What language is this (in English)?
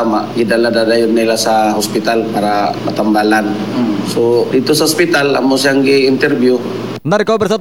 Cebuano